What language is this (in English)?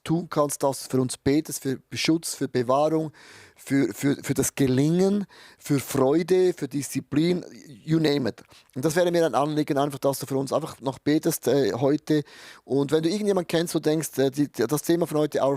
Swiss German